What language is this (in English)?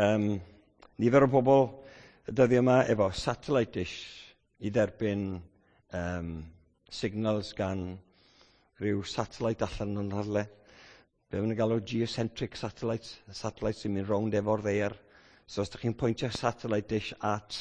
Welsh